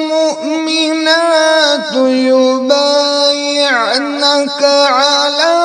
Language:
Kashmiri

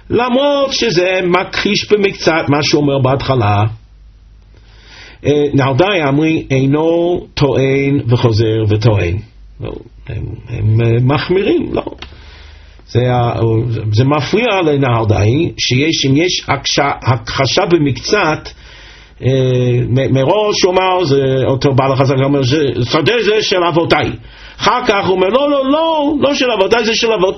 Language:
Hebrew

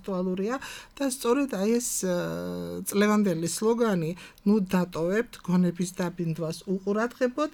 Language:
Georgian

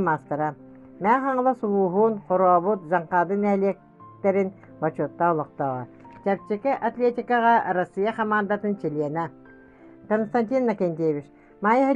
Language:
Yakut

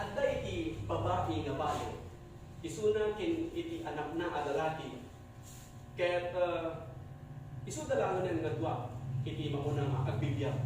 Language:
Iloko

